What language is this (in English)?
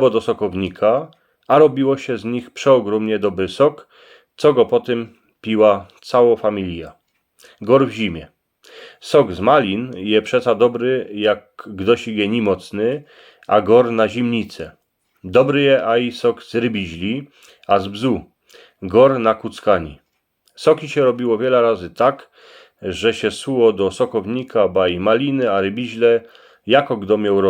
Silesian